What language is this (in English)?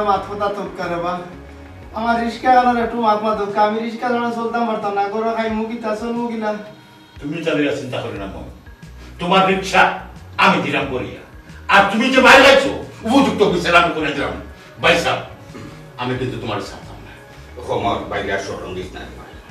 Sylheti